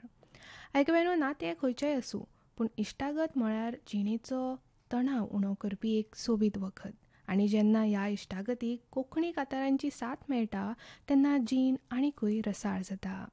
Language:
Konkani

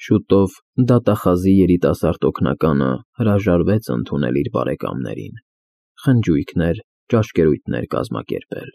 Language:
Armenian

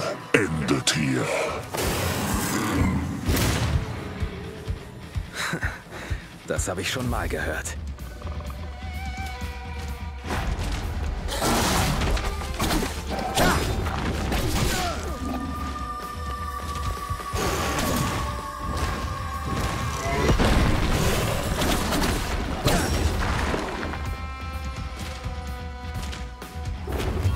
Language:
German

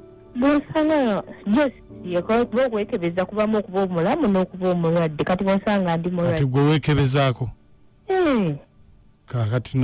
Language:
Ganda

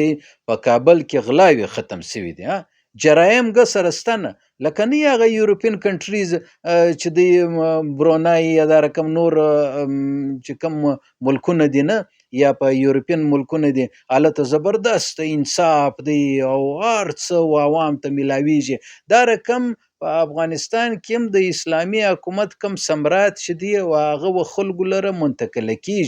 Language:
Pashto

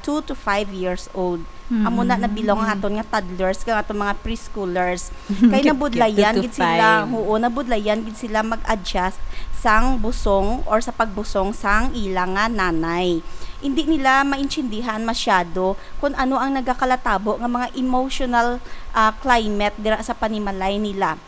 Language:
Hiligaynon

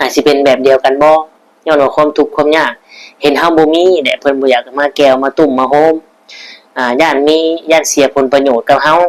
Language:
Lao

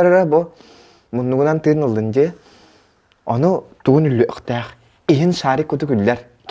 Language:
Yakut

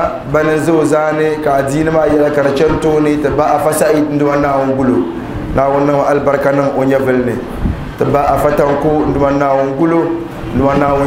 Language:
Dagbani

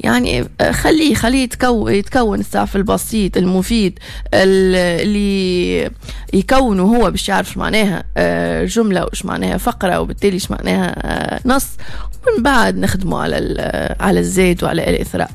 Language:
Tunisian Arabic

